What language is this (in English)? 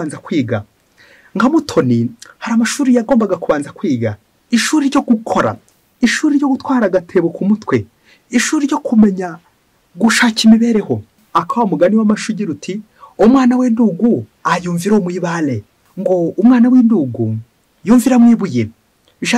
Kinyarwanda